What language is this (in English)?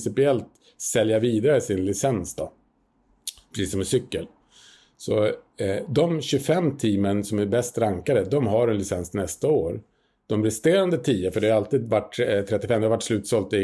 Swedish